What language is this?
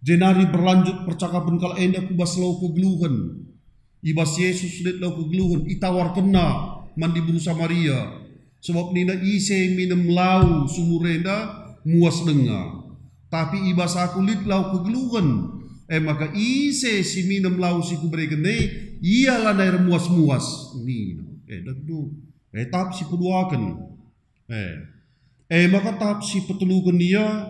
Batak Karo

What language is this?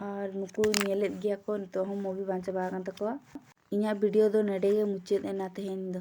Santali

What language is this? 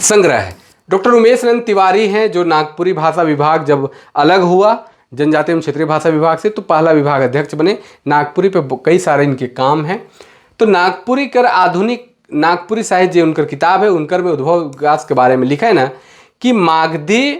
Sadri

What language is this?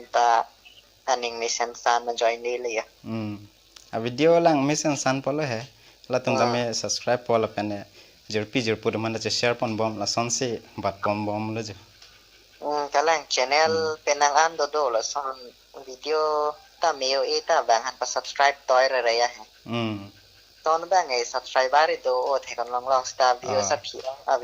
Karbi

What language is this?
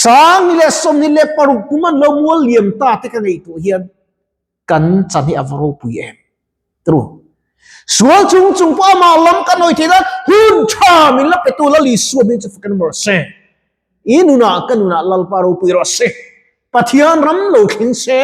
Mizo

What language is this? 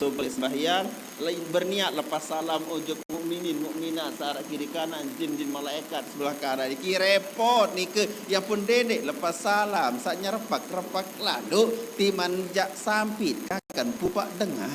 Sasak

